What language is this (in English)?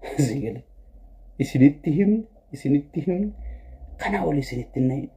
Oromo